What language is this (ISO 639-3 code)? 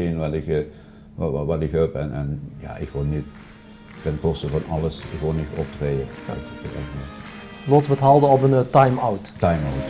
lim